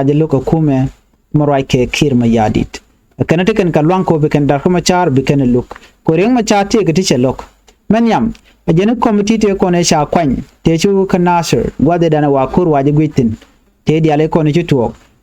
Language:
Nuer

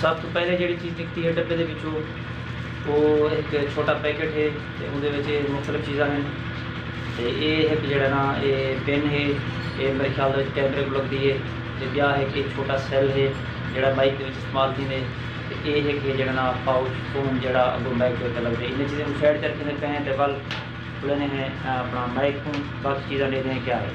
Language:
Saraiki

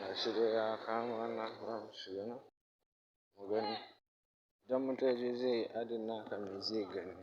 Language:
Hausa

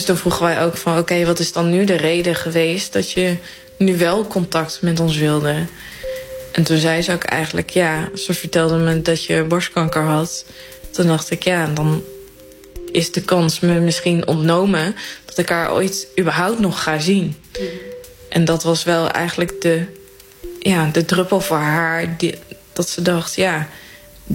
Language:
Dutch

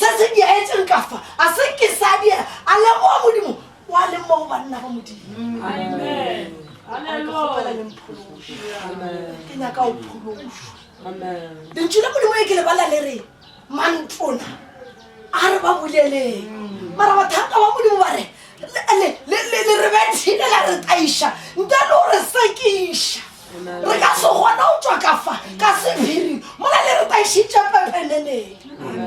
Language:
Northern Sotho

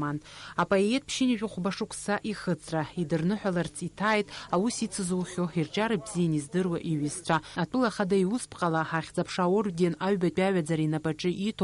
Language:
Abkhazian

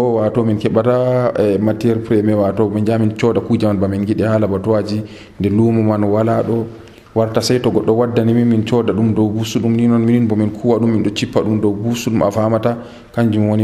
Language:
Nigerian Fulfulde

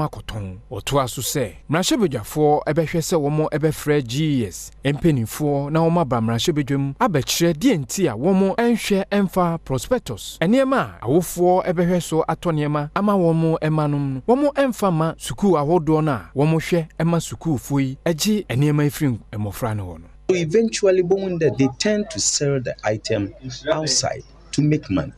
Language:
Akan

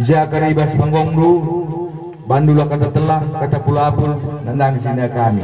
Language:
Batak Karo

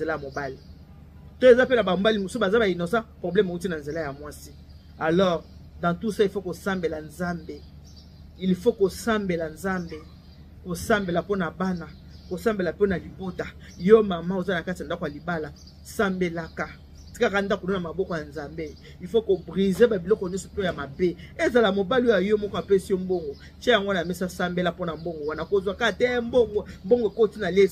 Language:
Lingala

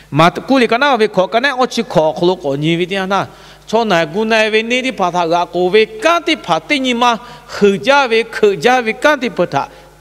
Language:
Lahu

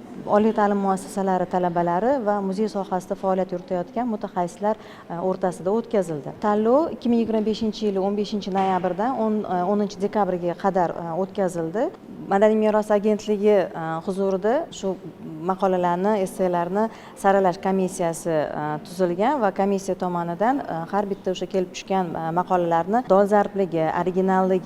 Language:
Uzbek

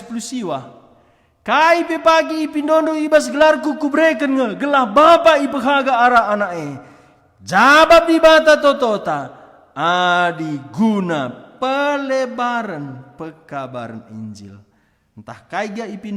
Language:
Batak Karo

